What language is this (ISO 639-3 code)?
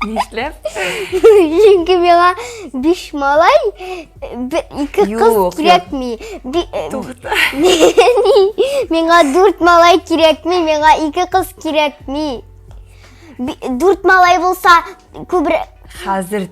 tat